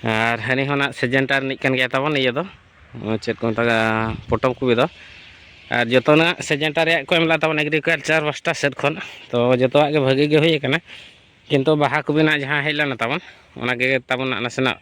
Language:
Santali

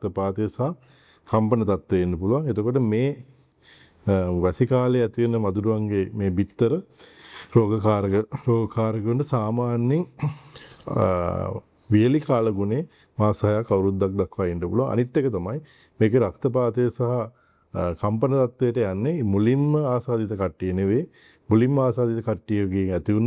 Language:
Sinhala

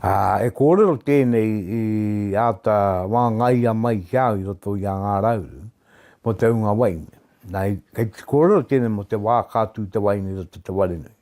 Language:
Māori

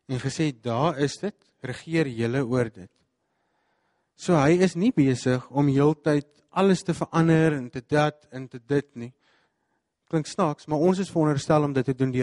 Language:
Afrikaans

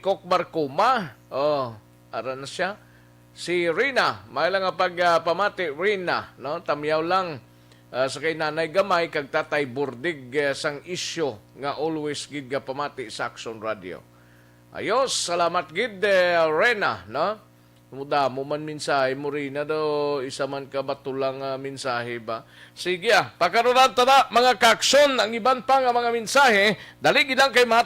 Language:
Hiligaynon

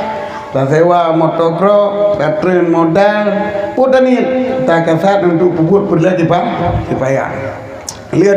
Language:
Achinese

